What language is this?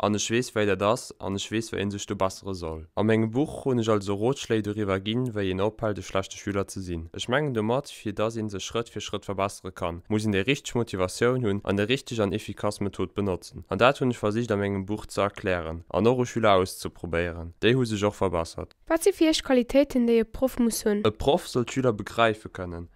Luxembourgish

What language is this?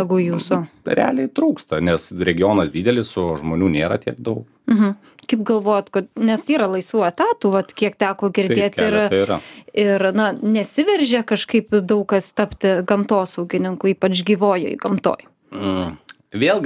Lithuanian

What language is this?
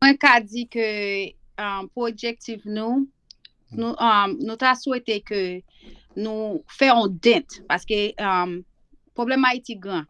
Haitian Creole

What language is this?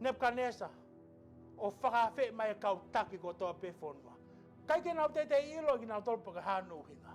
Tongan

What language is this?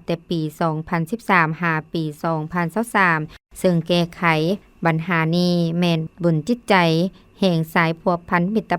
Lao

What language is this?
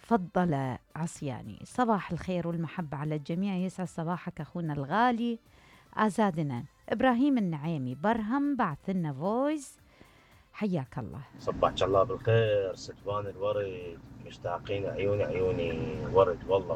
Mesopotamian Arabic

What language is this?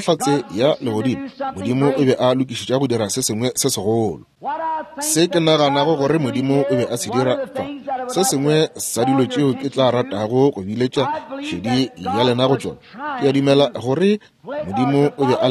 Northern Sotho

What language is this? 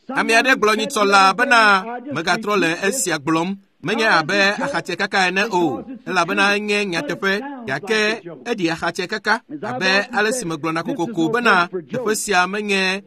Ewe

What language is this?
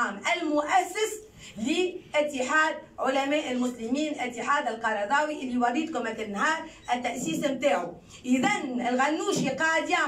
Tunisian Arabic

